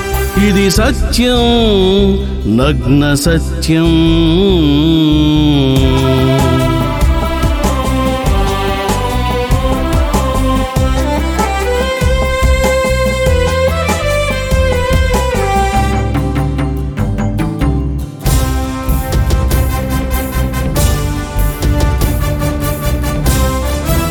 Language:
Telugu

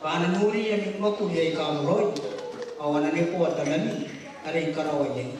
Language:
Gilbertese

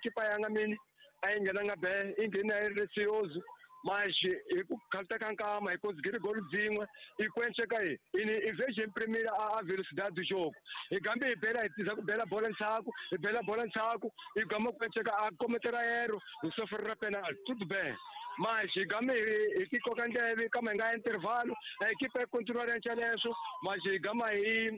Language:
Tsonga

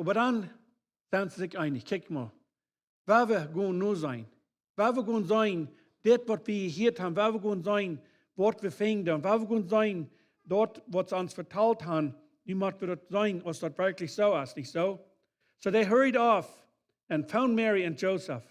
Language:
Plautdietsch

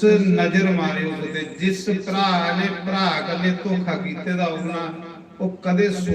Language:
Dogri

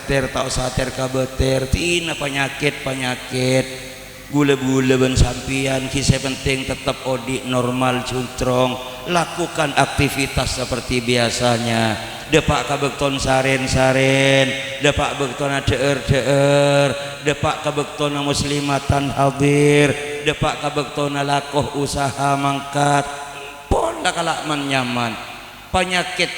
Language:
Madurese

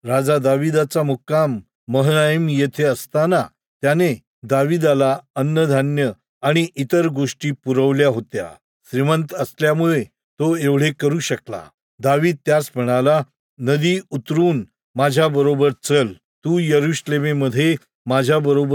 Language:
Marathi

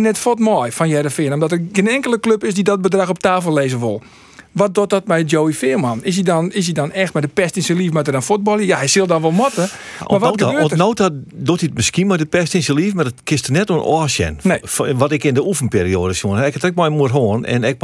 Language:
Western Frisian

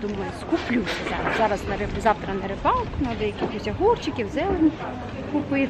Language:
Ukrainian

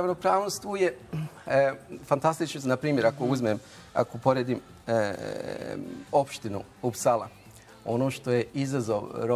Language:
Bosnian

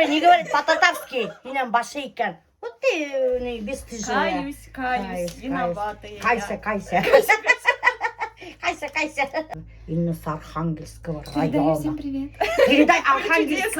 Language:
Bashkir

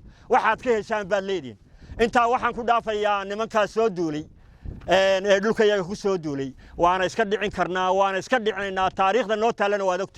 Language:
Somali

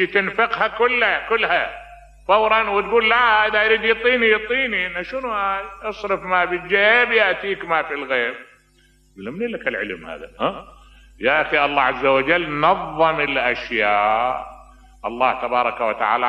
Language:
Mesopotamian Arabic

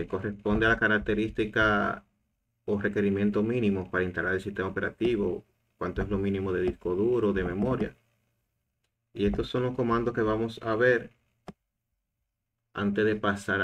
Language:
Spanish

